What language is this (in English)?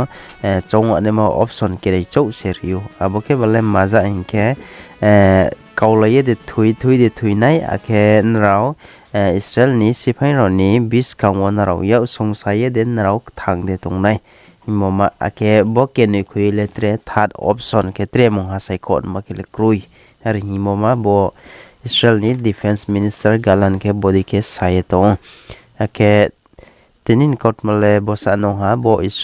Riang (India)